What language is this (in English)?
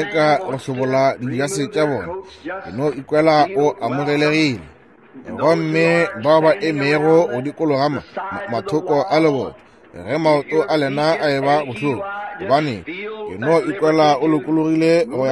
Northern Sotho